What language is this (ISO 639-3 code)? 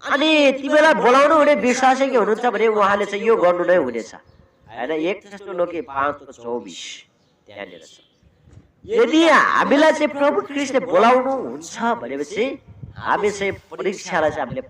nep